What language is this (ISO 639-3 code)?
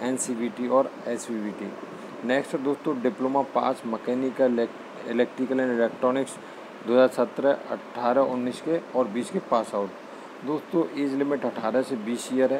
hin